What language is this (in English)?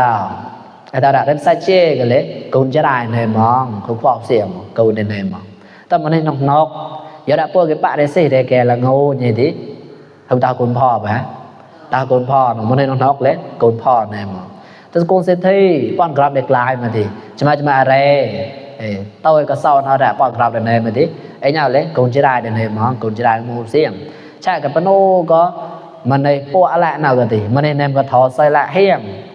Mon